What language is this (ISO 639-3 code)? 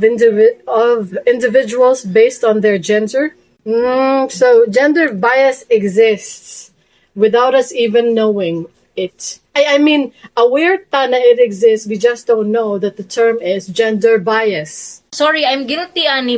ceb